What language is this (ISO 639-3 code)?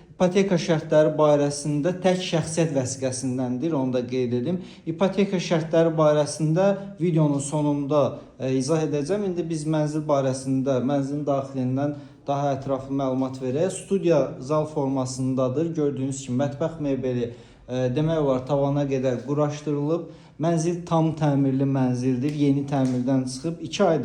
aze